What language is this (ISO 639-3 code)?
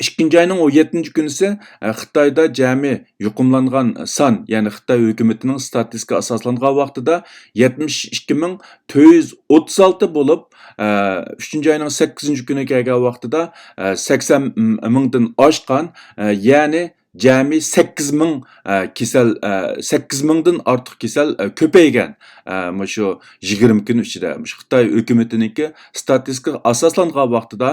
uig